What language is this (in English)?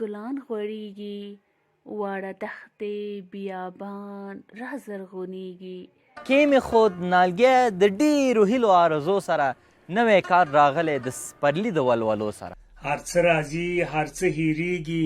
Pashto